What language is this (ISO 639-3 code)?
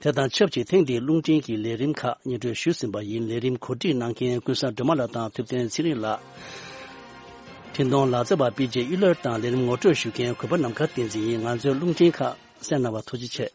bod